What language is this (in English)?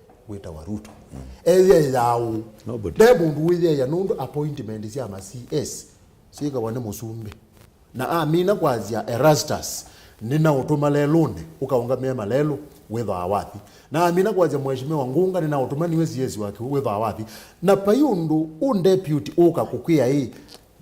Kamba